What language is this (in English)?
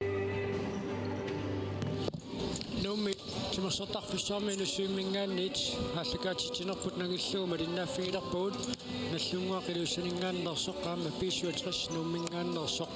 Kalaallisut